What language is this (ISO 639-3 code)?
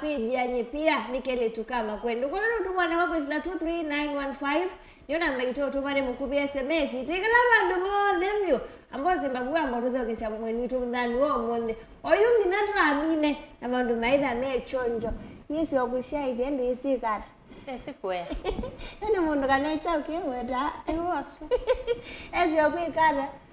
kam